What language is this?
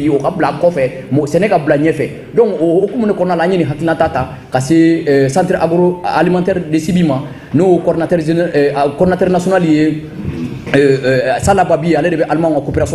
Bambara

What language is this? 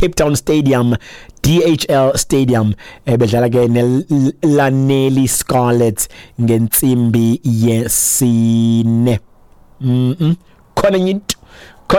Xhosa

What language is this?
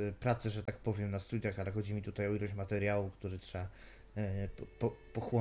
Polish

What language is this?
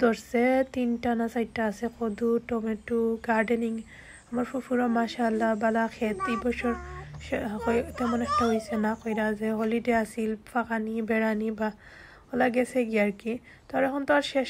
Sylheti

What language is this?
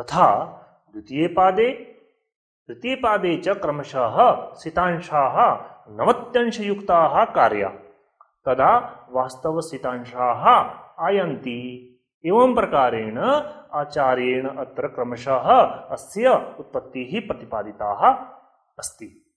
Sanskrit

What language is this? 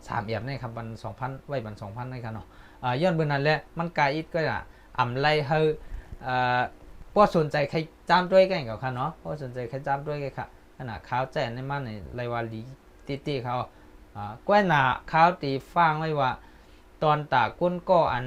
Shan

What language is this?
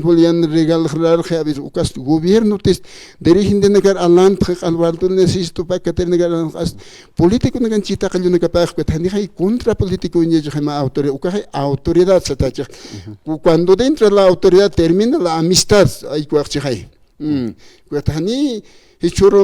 Aymara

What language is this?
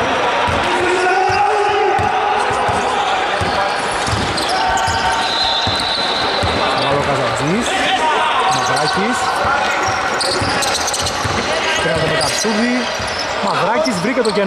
Greek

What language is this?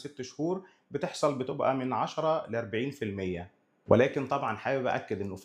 Egyptian Arabic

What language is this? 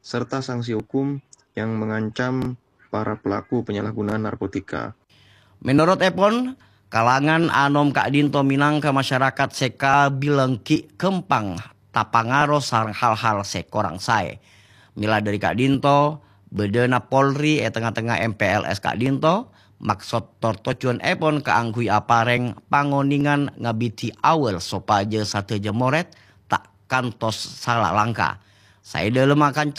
Madurese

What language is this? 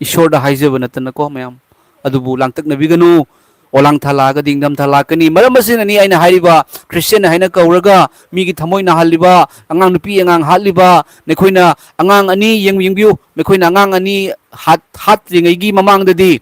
Manipuri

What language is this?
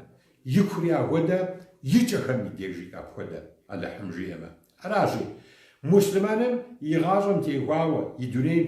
Kabardian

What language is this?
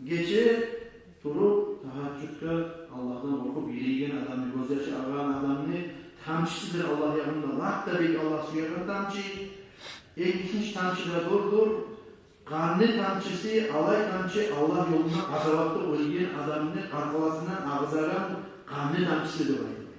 Kumyk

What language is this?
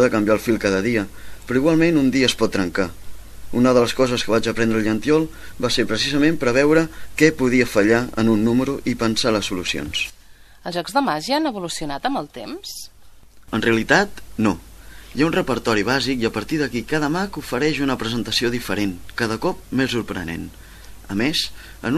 Catalan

